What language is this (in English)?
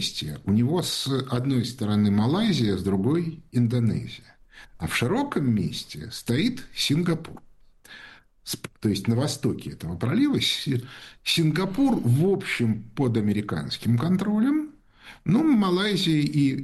Russian